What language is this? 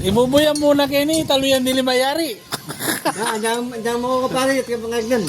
Pampanga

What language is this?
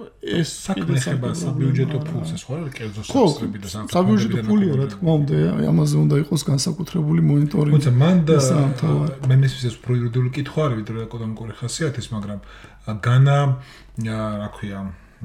Georgian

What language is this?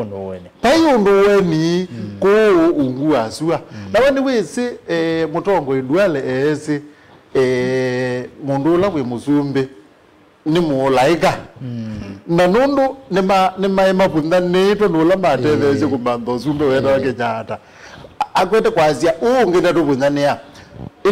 Kamba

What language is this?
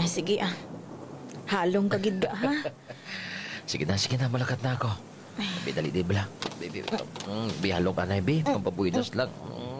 Hiligaynon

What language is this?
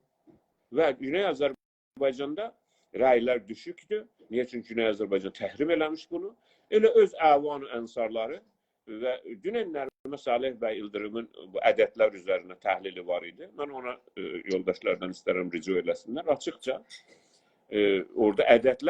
South Azerbaijani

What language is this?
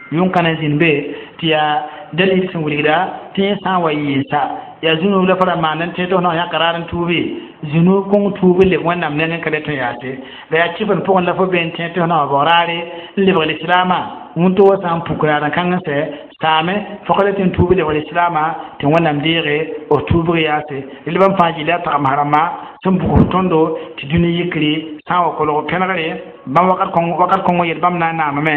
Mossi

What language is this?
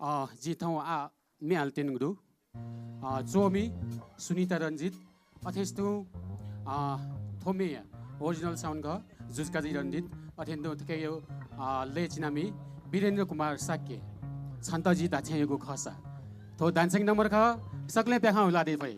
Newari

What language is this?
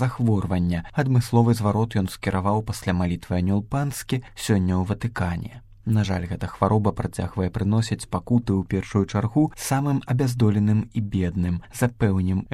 Belarusian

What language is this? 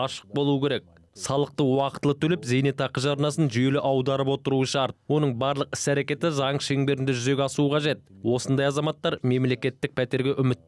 Kazakh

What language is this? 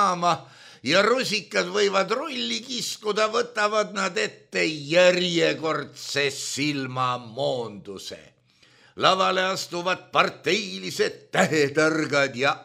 Estonian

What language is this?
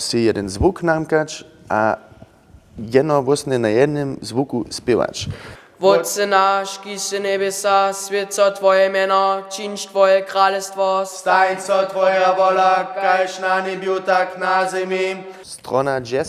Upper Sorbian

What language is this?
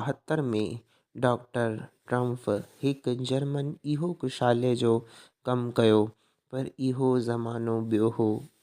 Sindhi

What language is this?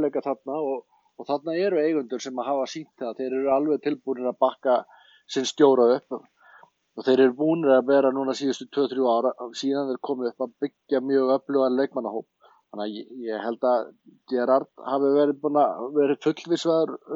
Icelandic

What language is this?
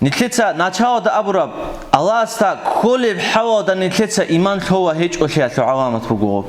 Avaric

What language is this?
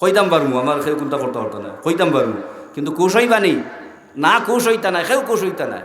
Sylheti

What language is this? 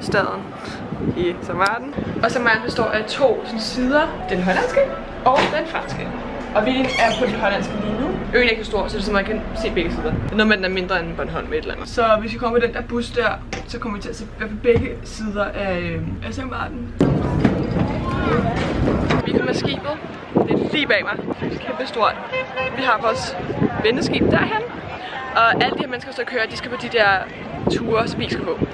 Danish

